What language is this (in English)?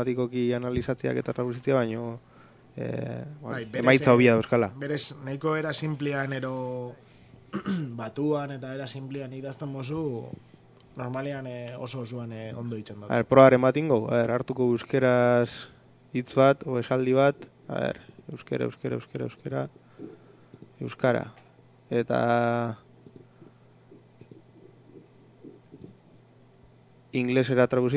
Basque